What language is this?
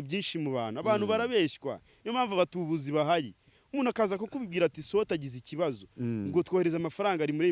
Kinyarwanda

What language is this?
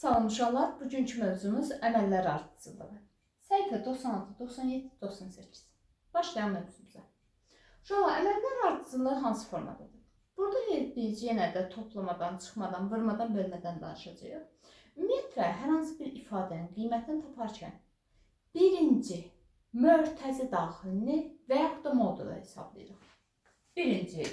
Azerbaijani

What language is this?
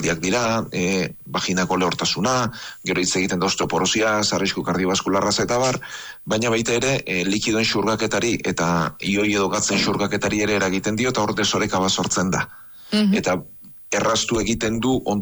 Basque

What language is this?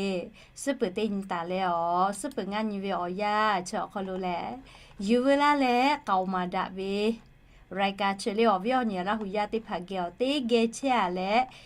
Lahu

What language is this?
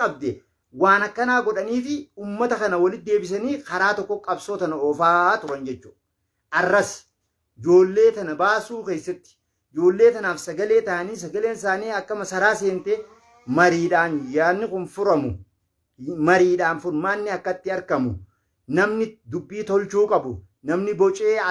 Oromo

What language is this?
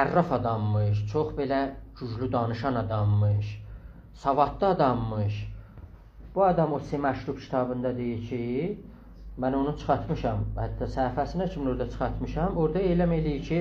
South Azerbaijani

